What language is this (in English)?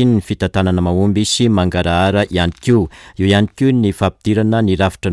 Malagasy